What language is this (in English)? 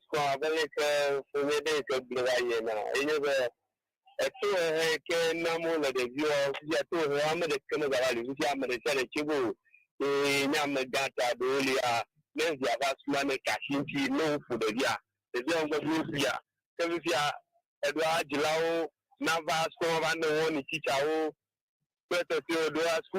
Ewe